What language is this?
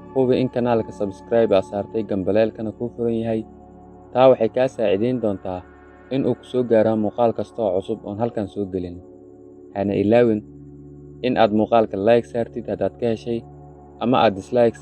Somali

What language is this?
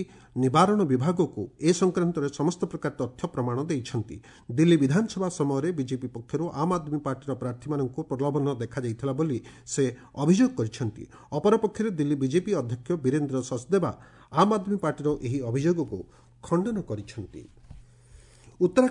Odia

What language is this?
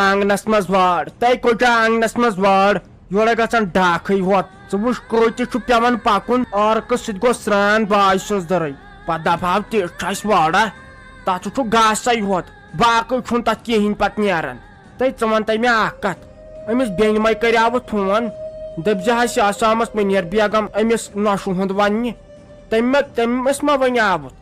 Kashmiri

